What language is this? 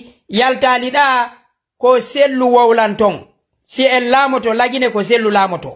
Fula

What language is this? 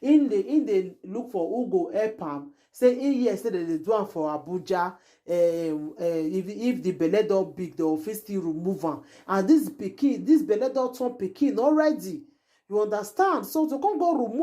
Nigerian Pidgin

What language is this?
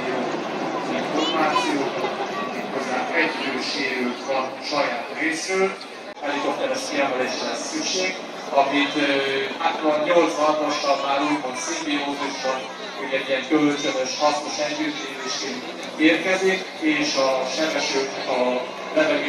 Hungarian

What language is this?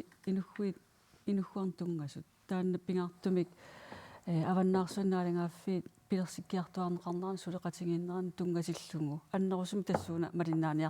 Kalaallisut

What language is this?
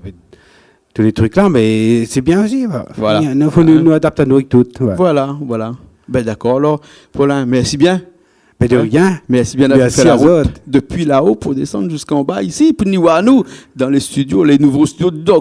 Réunion Creole French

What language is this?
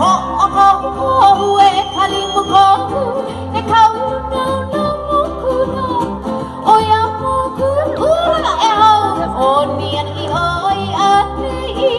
Hawaiian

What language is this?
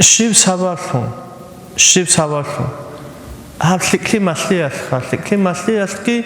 Avaric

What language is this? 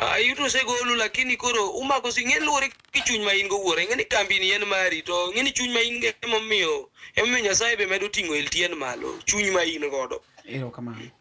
Luo (Kenya and Tanzania)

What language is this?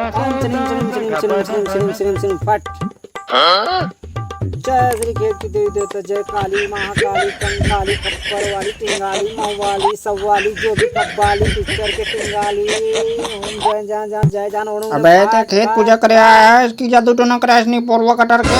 Chhattisgarhi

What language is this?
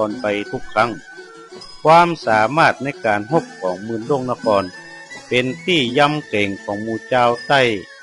Northern Thai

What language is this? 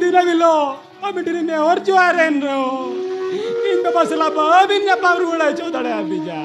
Santali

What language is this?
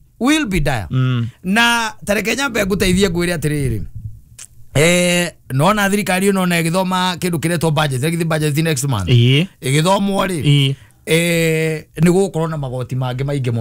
Kikuyu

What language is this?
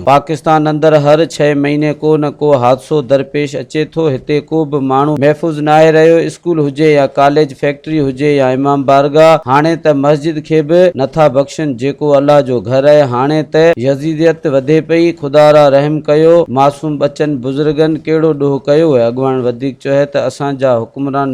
Sindhi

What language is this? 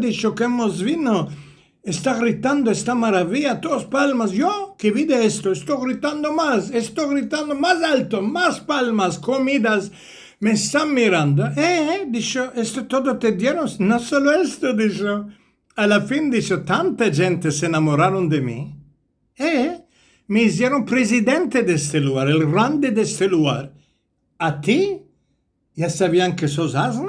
Ladino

